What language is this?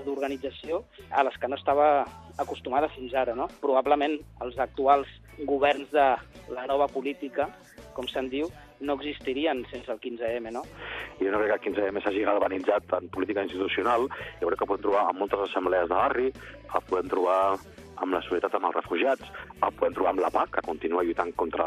Catalan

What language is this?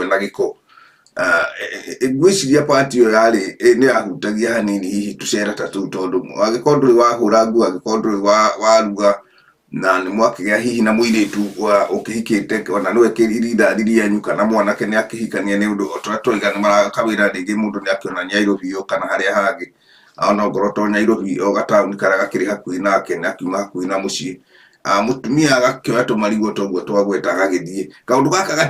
Kikuyu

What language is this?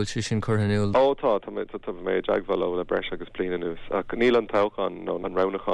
Irish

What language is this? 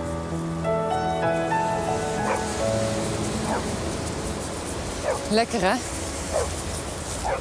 Dutch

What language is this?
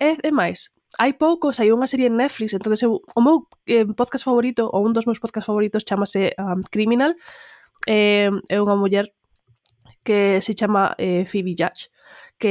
Galician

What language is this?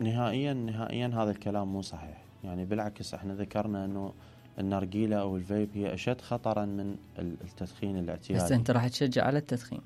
Mesopotamian Arabic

